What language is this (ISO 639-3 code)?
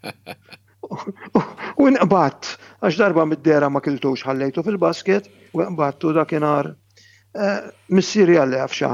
mlt